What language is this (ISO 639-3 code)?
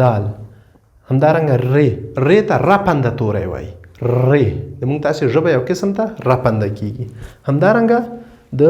pus